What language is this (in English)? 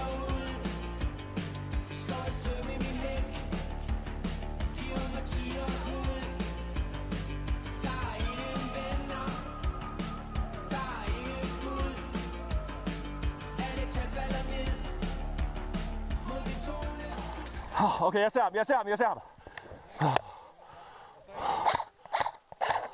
Danish